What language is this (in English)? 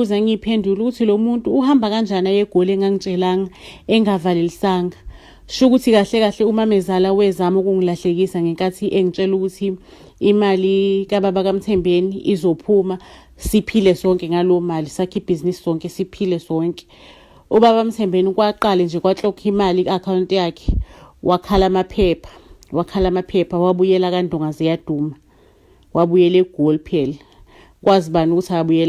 Zulu